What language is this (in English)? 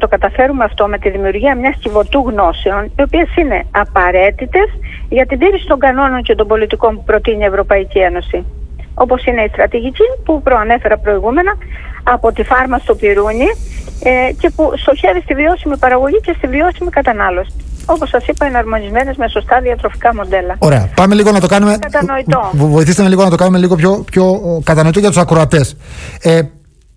Greek